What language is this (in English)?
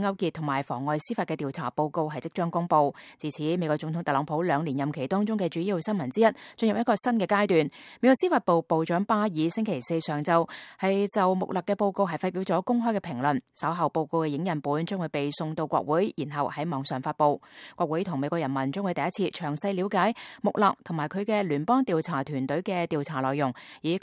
Cantonese